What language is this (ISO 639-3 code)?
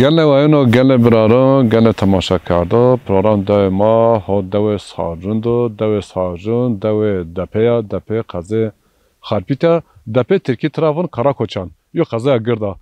zza